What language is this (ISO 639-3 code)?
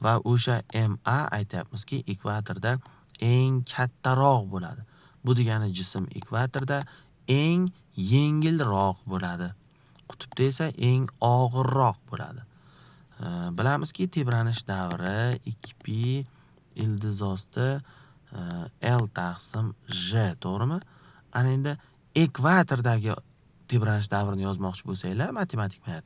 uzb